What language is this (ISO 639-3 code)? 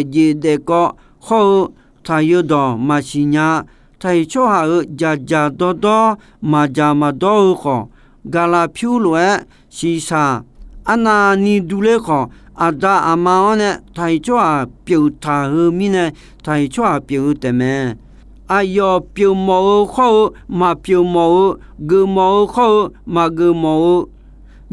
ahk